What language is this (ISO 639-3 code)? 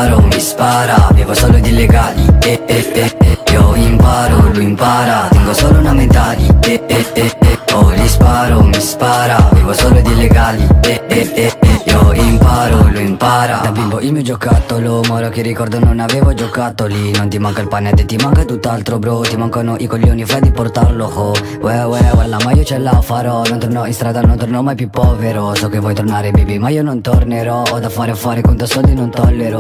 ita